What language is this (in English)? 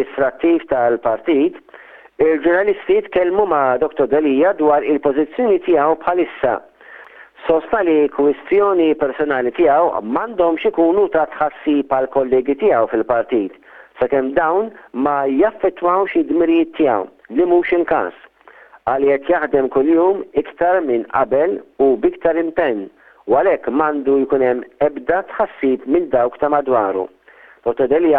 Maltese